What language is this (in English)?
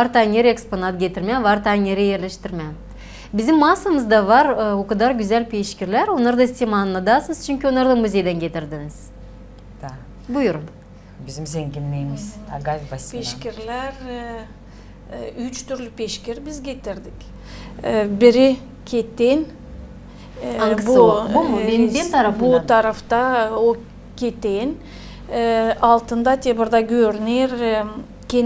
Gagauz